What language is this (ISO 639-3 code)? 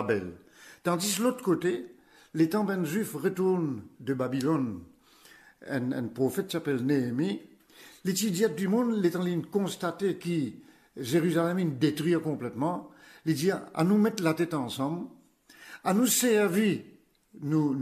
mfe